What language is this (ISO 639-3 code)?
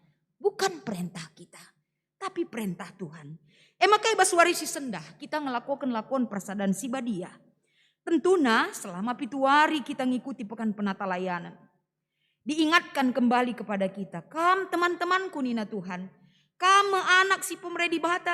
btx